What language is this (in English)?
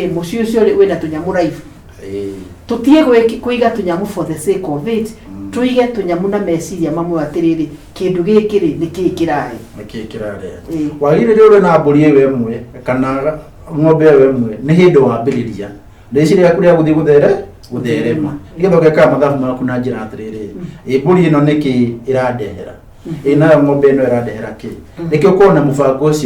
Kikuyu